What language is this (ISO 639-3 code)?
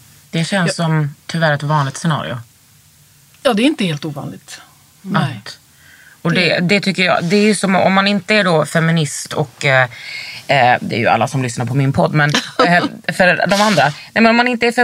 swe